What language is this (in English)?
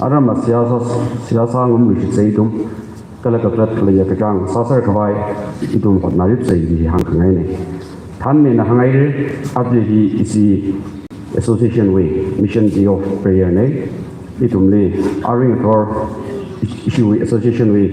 Tangkhul Naga (India)